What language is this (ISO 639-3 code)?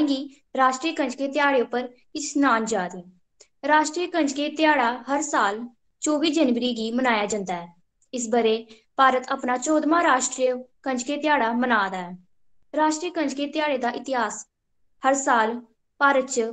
doi